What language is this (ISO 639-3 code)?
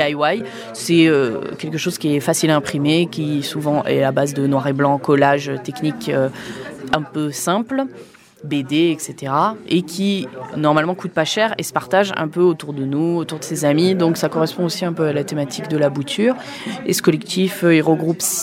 fra